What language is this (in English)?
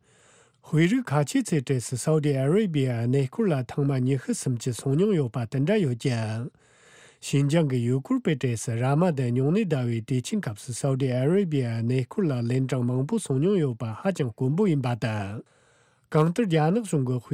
Tibetan